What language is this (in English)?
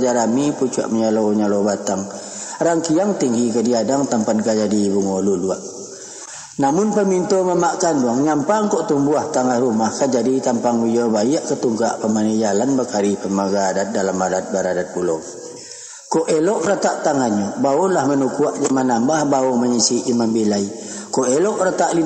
Minangkabau